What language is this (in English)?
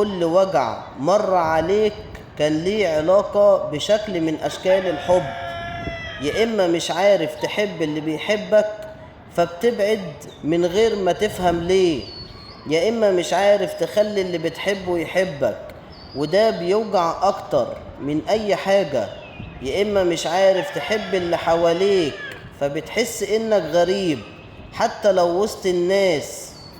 Egyptian Arabic